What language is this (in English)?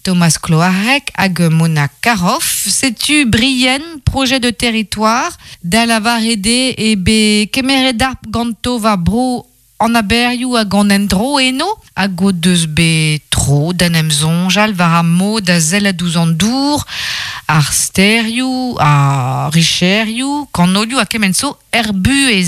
Breton